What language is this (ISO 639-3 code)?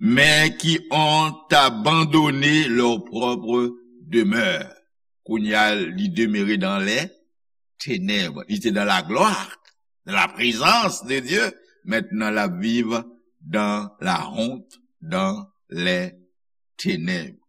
hat